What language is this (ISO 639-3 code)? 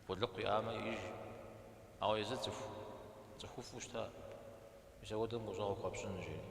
kbd